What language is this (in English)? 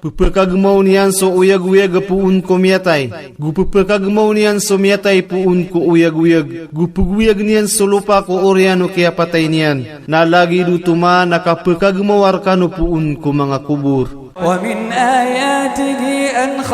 Maranao